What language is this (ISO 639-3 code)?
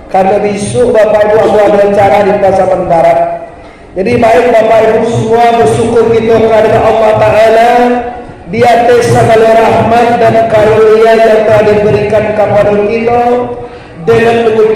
min